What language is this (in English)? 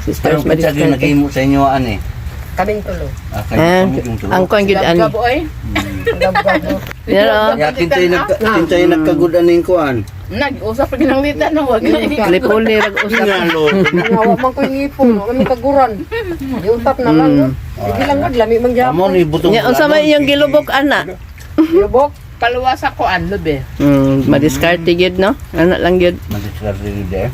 Cebuano